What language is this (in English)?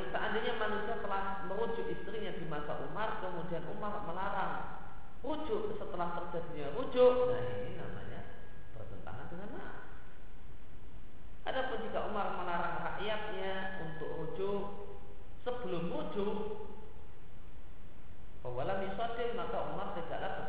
Indonesian